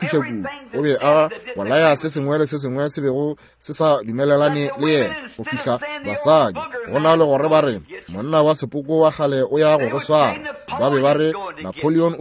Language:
Northern Sotho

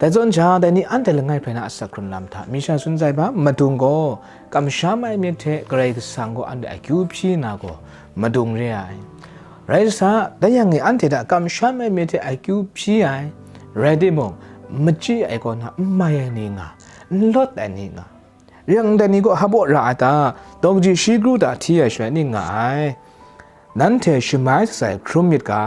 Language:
Kachin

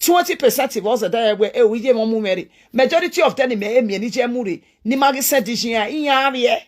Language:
Nigerian Pidgin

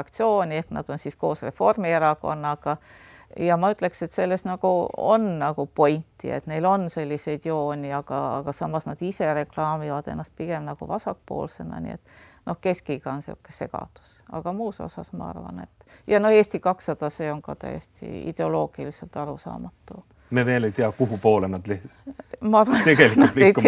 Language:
Estonian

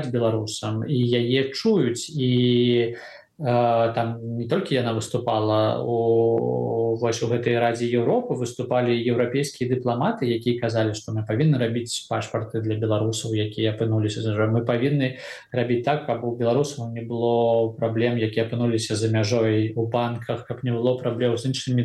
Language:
Belarusian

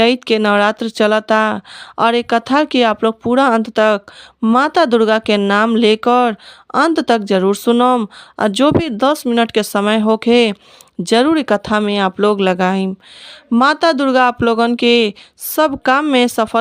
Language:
Bhojpuri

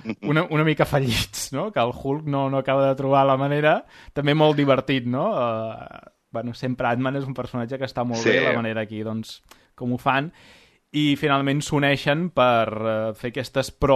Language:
Catalan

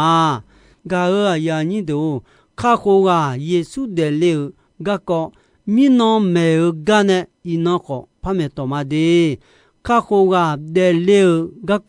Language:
Akha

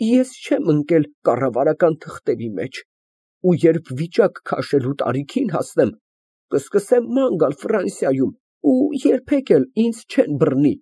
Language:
Armenian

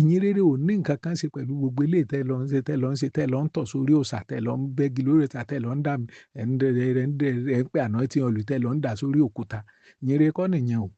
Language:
Yoruba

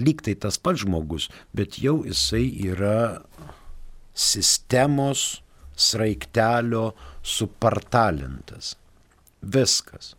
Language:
Lithuanian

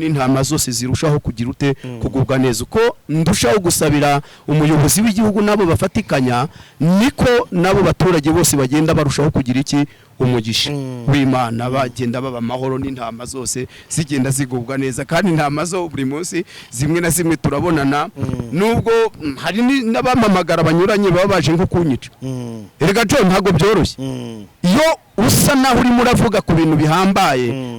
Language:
Kinyarwanda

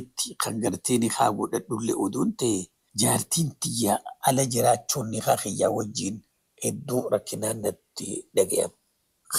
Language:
Oromo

